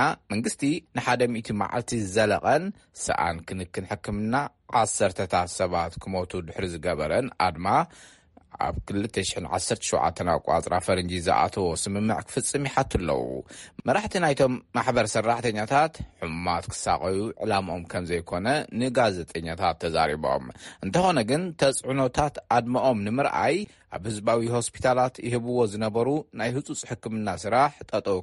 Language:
Tigrinya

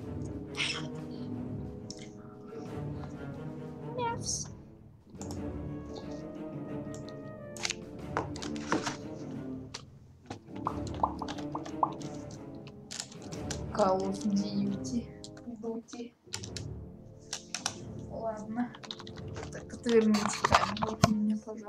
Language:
Russian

